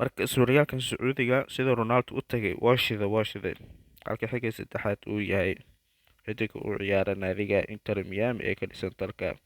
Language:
Somali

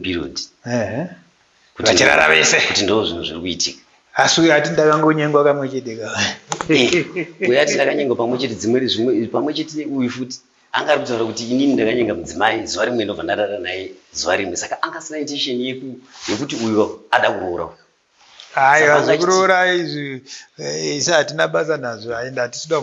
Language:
Shona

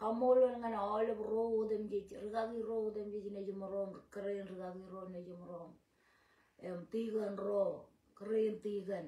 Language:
Marshallese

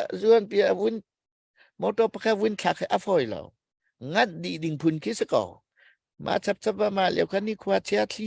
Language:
Hakha Chin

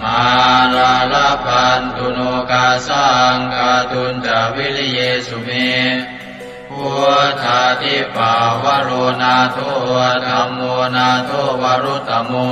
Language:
Pali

